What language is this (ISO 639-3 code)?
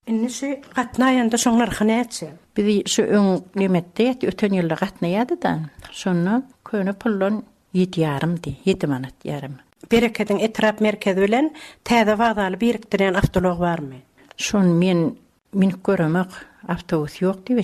tuk